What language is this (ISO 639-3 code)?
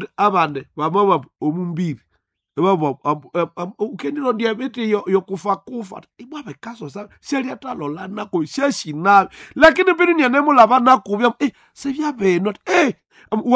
nnb